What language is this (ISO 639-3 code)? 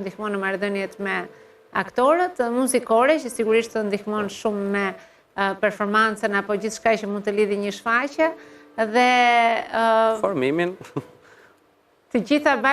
sqi